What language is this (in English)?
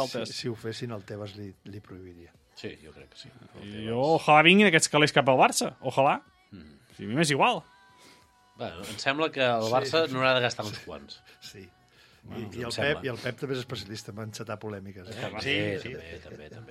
Catalan